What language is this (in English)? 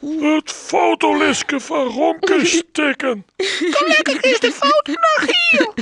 Western Frisian